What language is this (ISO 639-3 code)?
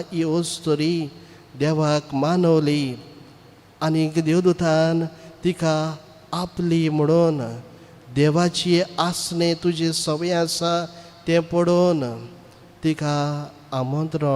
kok